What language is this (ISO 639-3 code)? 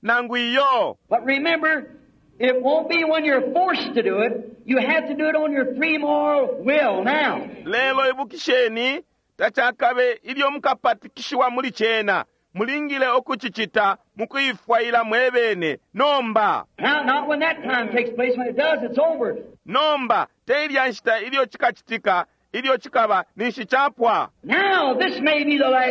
bem